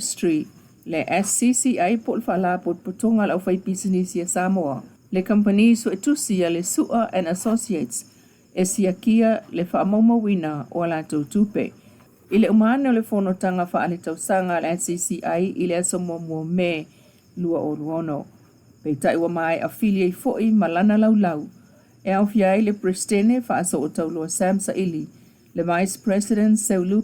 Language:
Samoan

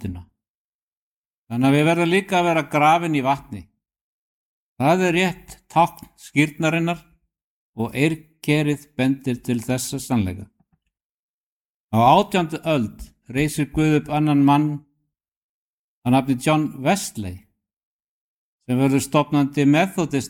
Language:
Icelandic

